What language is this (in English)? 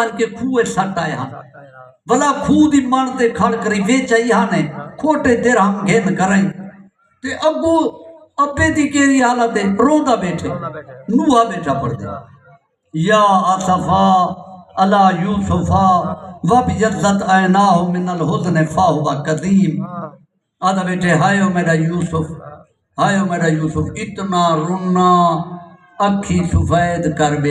Saraiki